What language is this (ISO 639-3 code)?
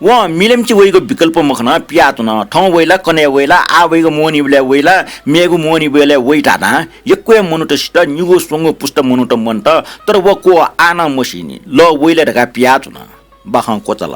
new